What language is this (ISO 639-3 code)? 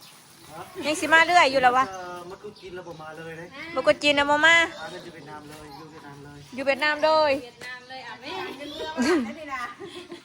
tts